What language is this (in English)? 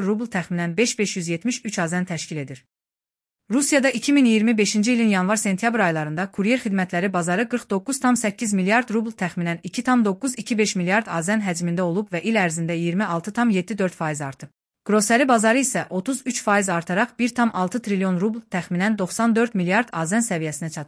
Azerbaijani